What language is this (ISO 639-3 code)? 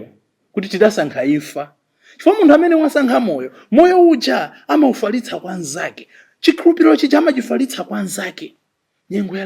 nya